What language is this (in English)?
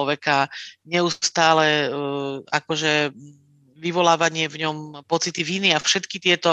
Slovak